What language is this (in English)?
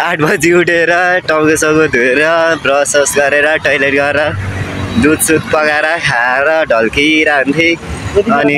Nepali